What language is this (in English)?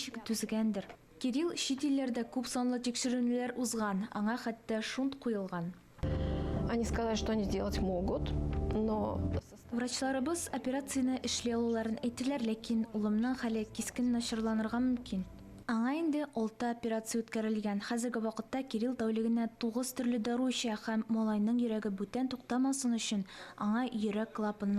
Tatar